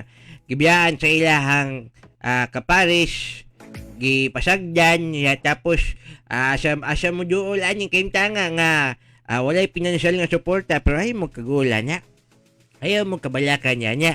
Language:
Cebuano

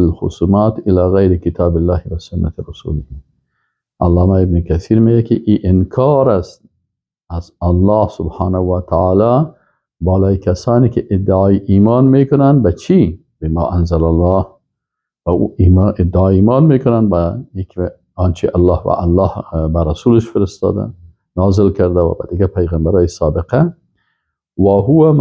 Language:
Persian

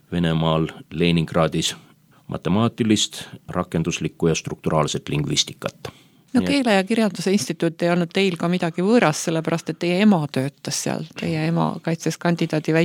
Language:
Estonian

